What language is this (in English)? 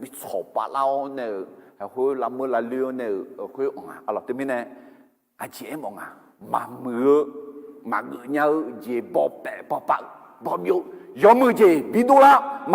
Akha